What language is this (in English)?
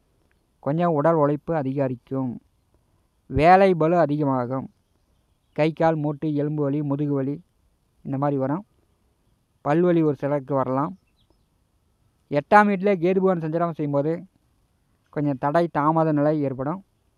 Tamil